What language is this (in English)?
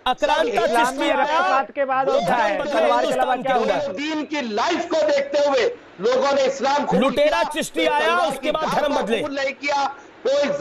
Telugu